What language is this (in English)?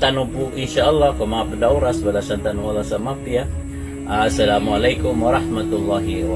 Maranao